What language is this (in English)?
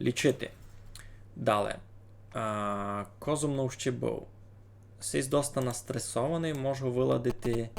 Rusyn